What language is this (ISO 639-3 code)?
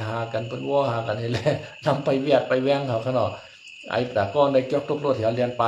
shn